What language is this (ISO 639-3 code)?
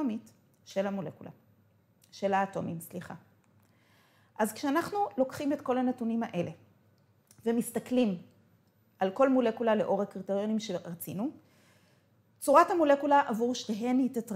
heb